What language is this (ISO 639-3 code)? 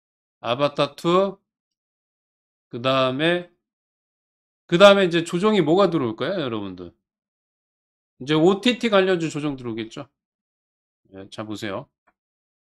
kor